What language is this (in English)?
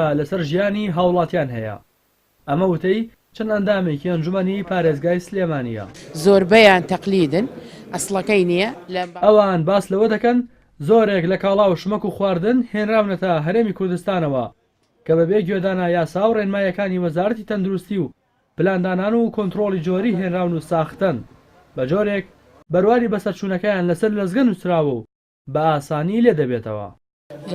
Central Kurdish